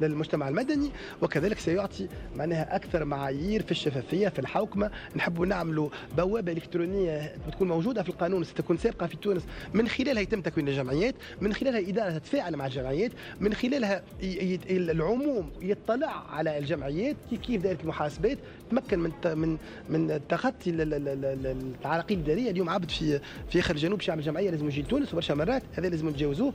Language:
Tunisian Arabic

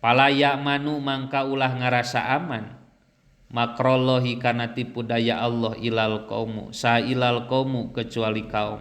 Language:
Sundanese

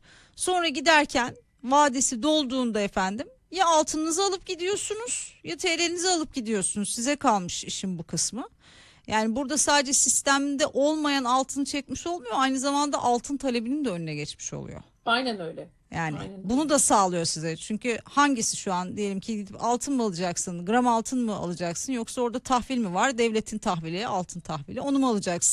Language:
Turkish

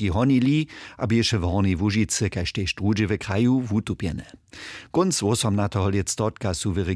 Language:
Upper Sorbian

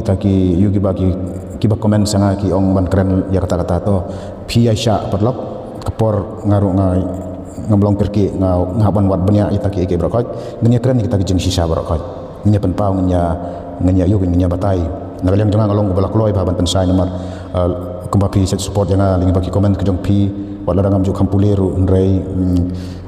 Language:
Khasi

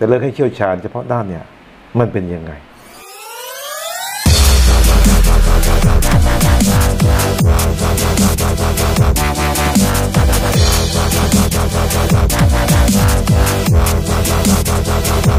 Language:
Thai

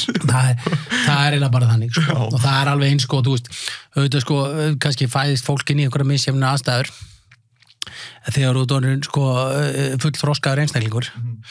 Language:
Icelandic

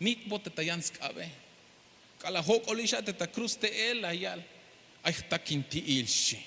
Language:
Tzeltal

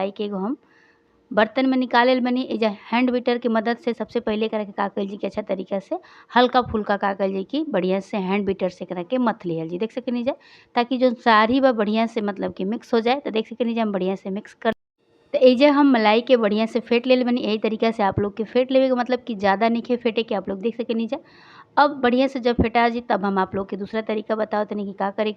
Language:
Bhojpuri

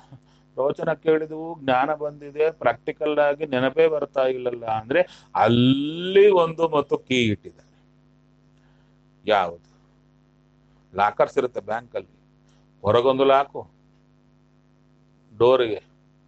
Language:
Kannada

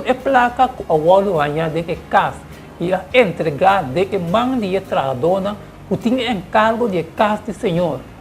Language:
Papiamento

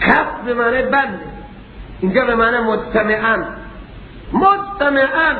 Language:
Persian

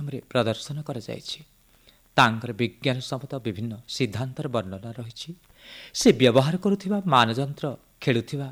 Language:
Odia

